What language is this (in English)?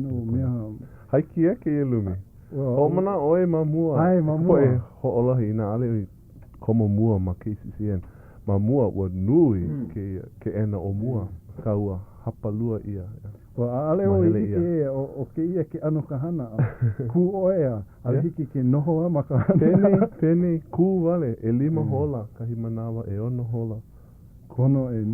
Hawaiian